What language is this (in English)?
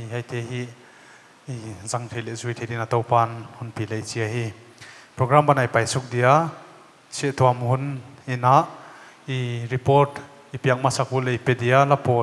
Paite Chin